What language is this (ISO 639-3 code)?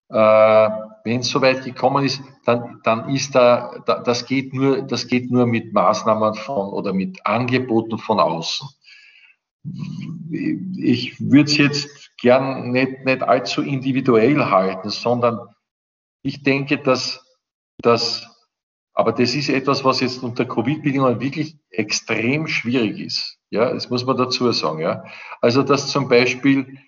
deu